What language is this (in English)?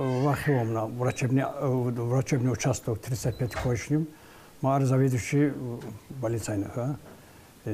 Tsakhur